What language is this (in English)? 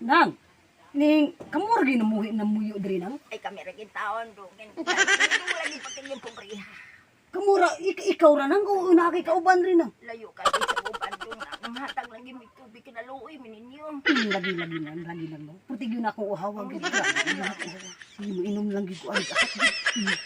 Cebuano